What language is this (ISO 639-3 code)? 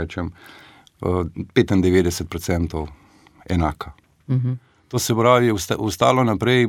slv